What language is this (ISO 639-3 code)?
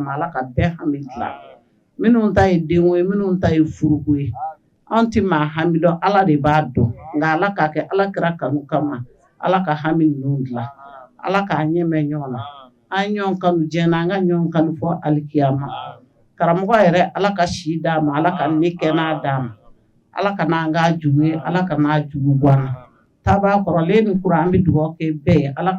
bam